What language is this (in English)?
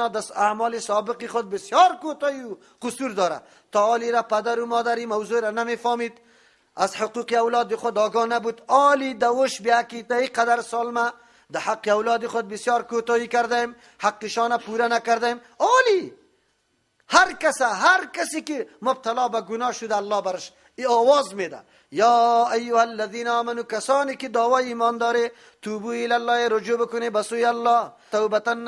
Persian